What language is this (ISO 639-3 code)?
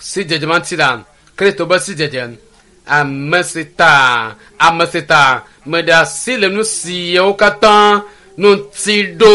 ewe